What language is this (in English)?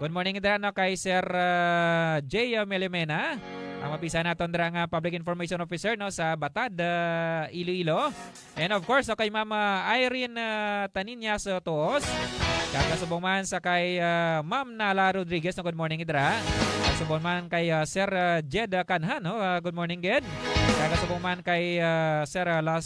Hiligaynon